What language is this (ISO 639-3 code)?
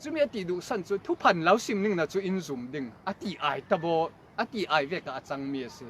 cfm